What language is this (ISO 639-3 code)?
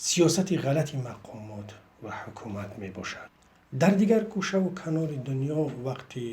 tgk